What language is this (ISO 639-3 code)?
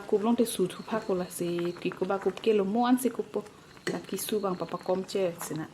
mjw